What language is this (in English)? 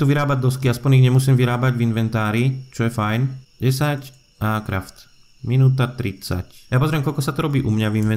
Slovak